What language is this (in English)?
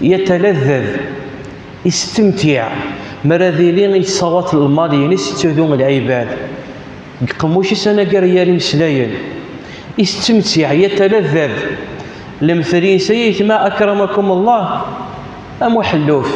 Kabyle